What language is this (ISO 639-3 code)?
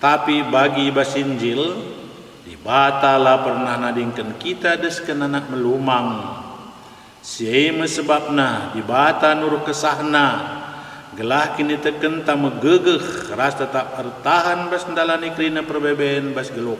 btx